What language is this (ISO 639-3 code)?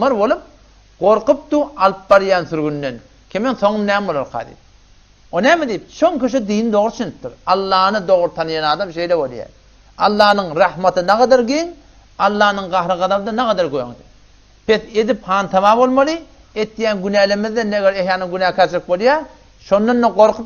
tuk